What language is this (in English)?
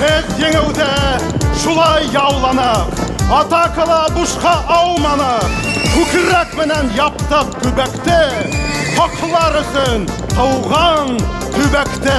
Bashkir